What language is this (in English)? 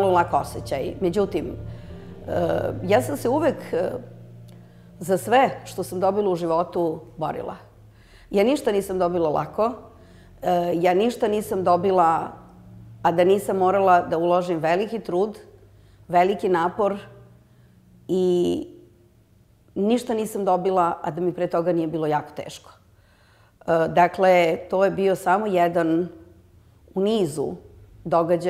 Serbian